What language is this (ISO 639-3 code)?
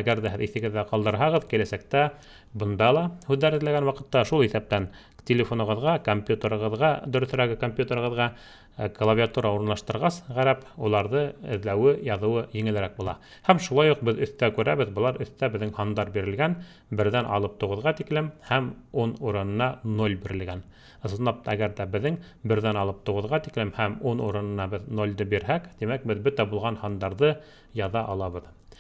bak